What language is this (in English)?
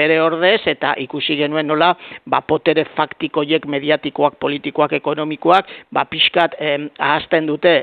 Basque